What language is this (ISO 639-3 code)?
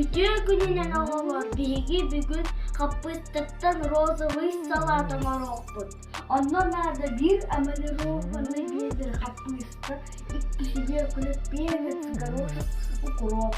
sah